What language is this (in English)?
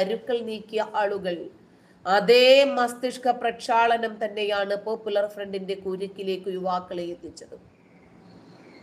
Malayalam